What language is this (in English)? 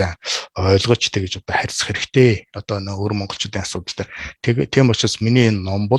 Mongolian